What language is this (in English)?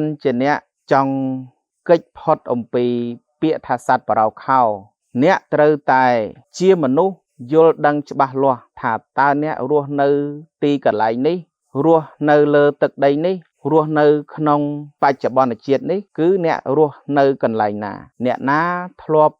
Khmer